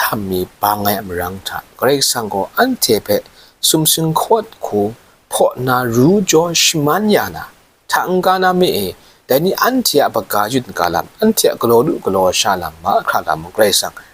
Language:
Kachin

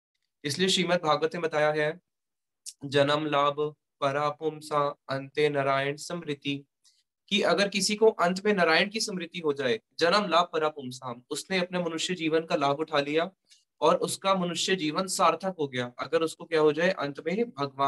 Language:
Hindi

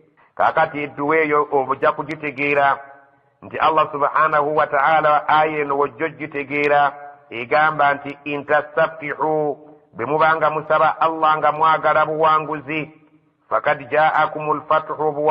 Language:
Ganda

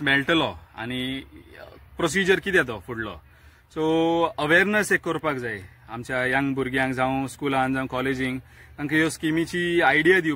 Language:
Konkani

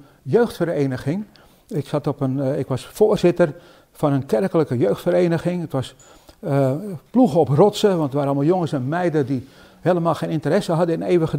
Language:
Dutch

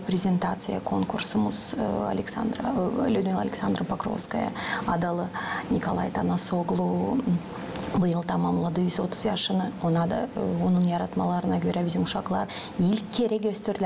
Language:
Gagauz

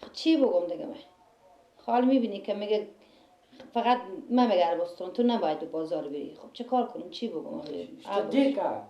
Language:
Persian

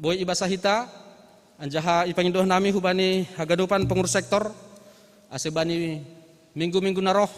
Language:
Batak Simalungun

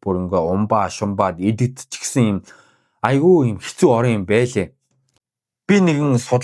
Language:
Mongolian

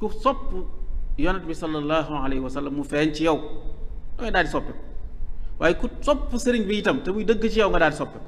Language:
Wolof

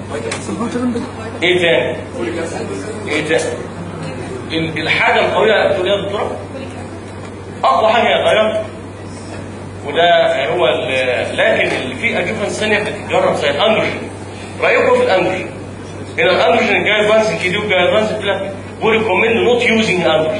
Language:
Egyptian Arabic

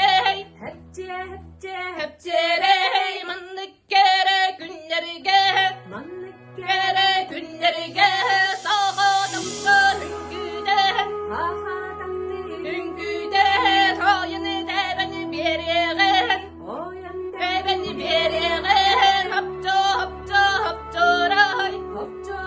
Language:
Yakut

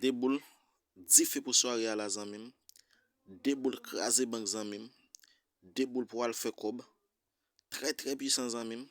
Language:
Haitian Creole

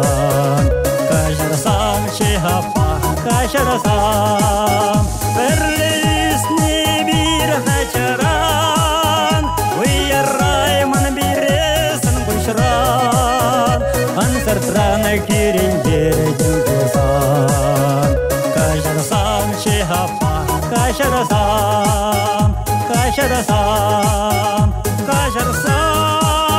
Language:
Chuvash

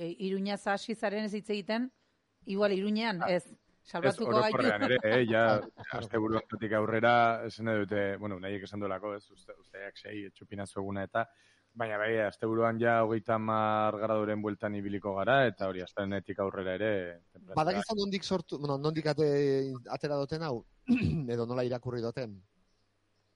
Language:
Basque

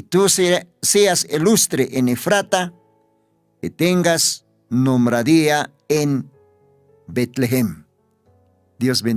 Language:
Aymara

